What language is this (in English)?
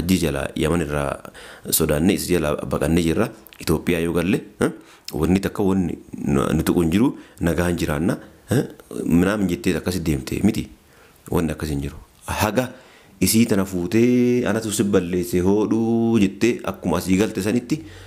Oromo